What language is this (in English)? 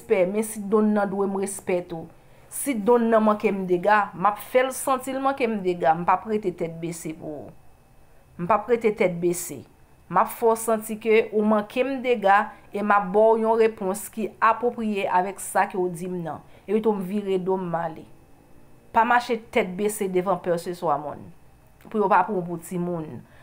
Haitian Creole